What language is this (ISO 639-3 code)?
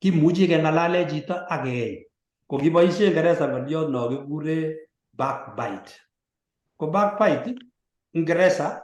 kln